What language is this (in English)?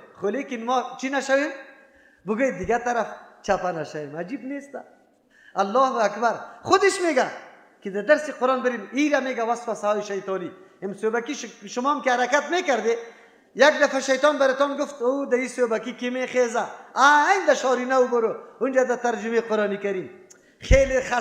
Persian